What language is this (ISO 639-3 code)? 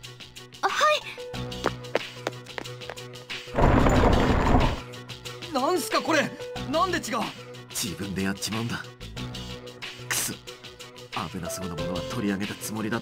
jpn